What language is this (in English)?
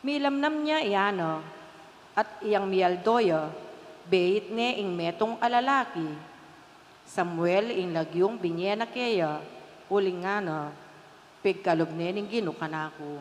Pampanga